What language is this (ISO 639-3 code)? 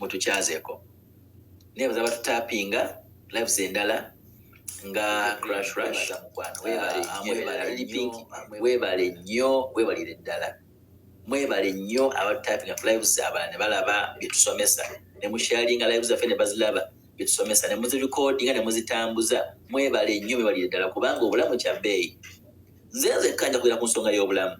lug